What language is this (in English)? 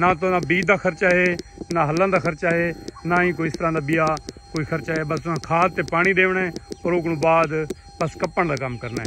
Saraiki